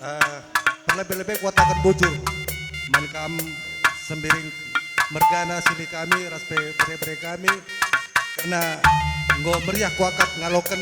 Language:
Batak Karo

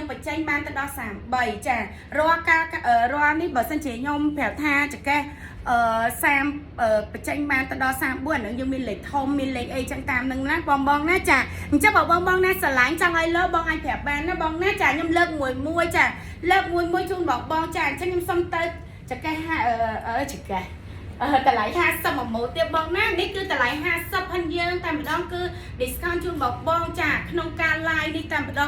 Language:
Khmer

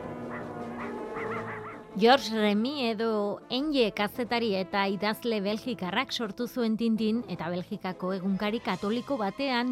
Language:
Basque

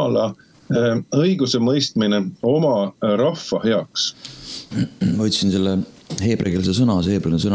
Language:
Estonian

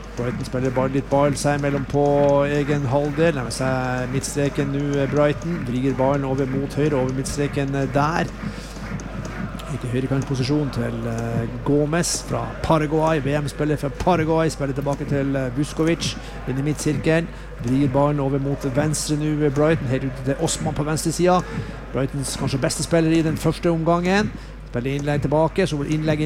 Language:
Norwegian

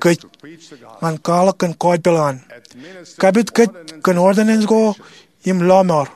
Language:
Marshallese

